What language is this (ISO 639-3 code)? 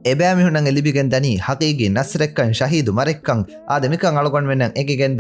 div